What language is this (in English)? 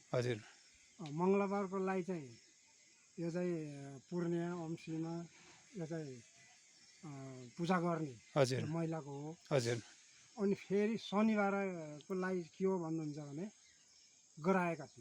Nepali